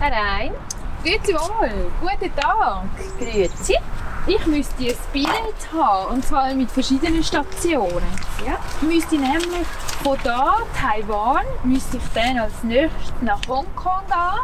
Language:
Swiss German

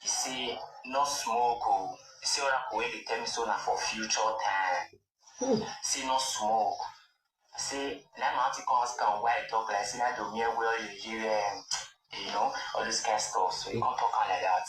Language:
Nigerian Pidgin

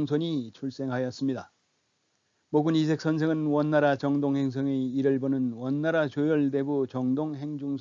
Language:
Korean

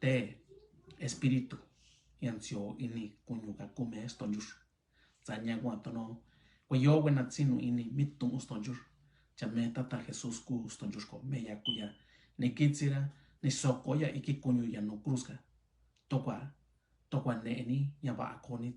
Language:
Mixtepec Mixtec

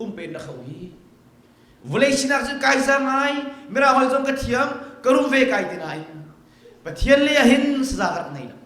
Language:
Hakha Chin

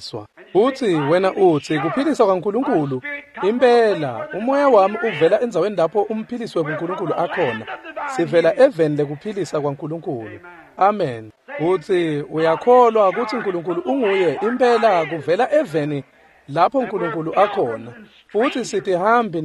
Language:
Swati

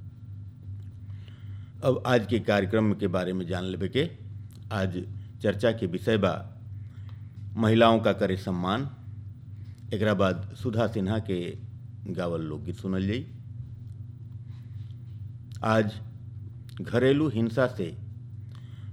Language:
Bhojpuri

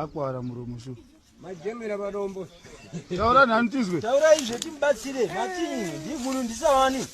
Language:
Shona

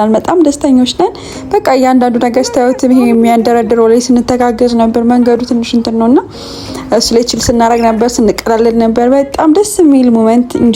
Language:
Amharic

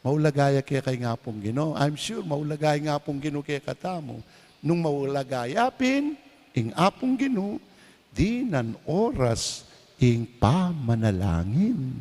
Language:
Pampanga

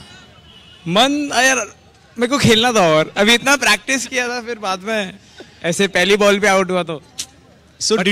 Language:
Hindi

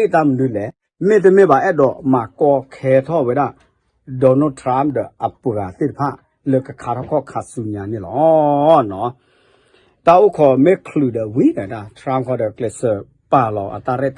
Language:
S'gaw Karen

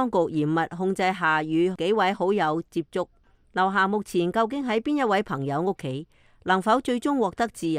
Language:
Cantonese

